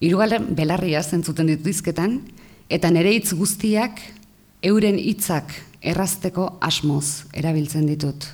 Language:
Basque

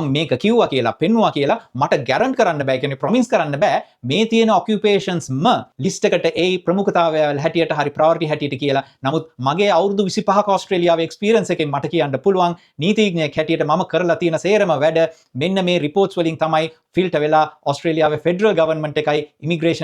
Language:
Sinhala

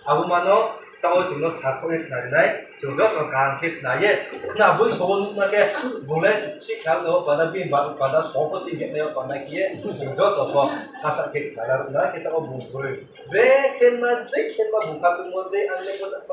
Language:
Riang (India)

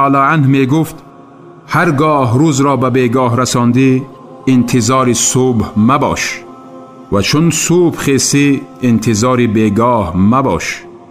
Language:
Tajik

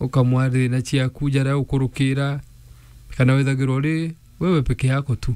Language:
Meru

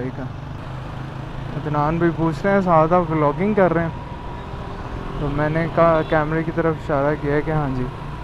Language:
Hindi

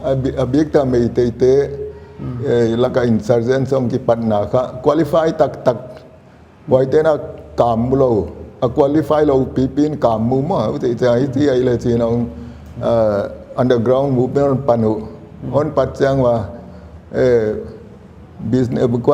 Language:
Paite Chin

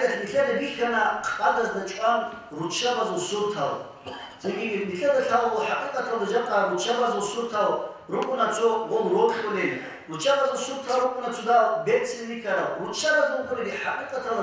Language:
Avaric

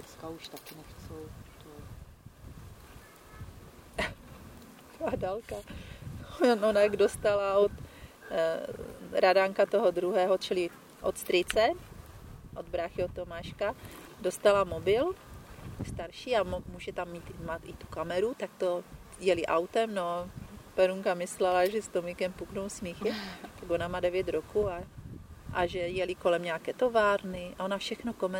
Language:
Czech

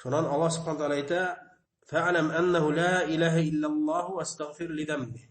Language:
Bashkir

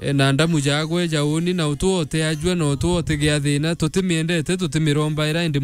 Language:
Meru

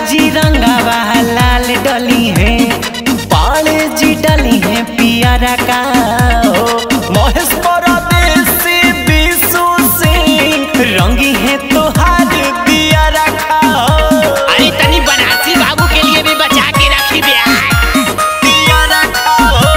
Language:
Magahi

